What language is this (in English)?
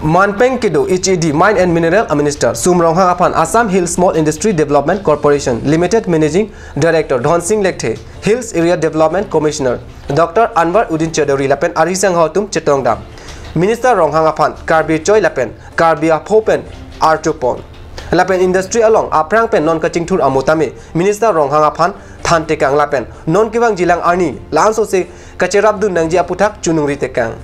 Karbi